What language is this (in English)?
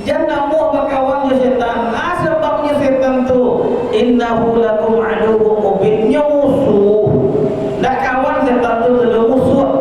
Minangkabau